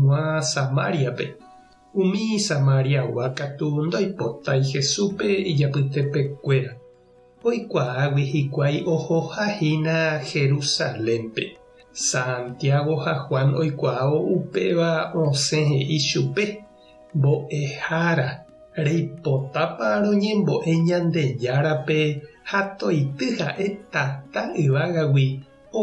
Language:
Guarani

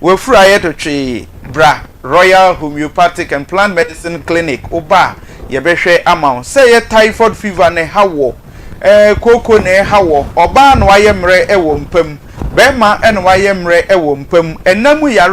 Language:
Akan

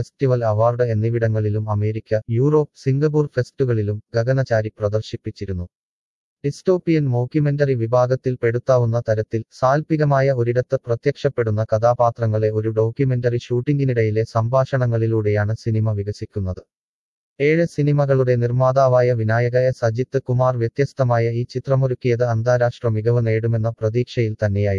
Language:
Malayalam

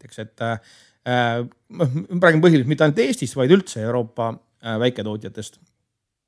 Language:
Estonian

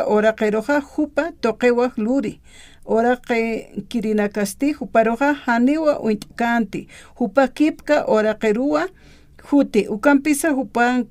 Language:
Aymara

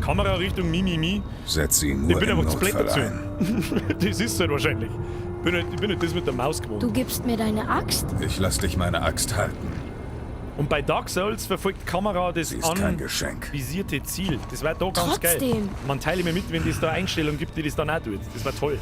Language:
Bavarian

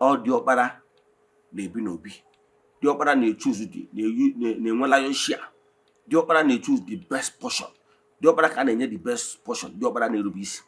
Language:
Igbo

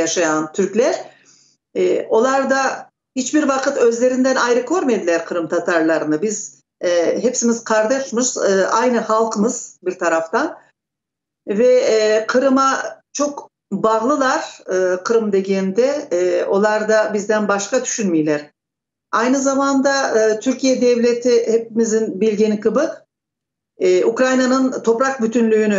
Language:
Crimean Tatar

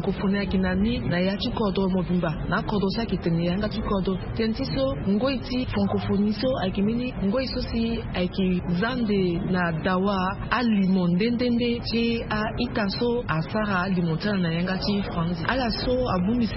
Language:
Sango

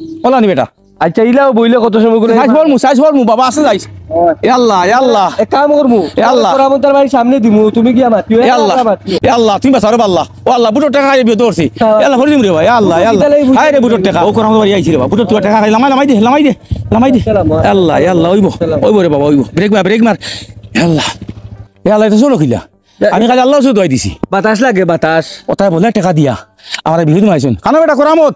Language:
Sylheti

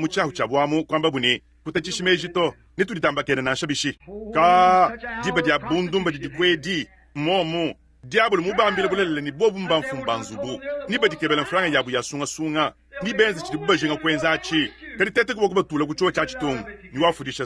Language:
Luba-Lulua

